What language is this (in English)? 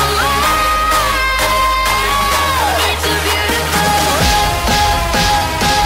English